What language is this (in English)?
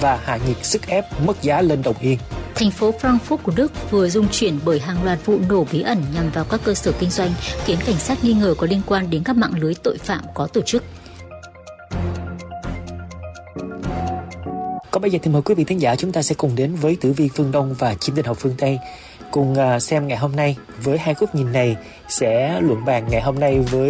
Vietnamese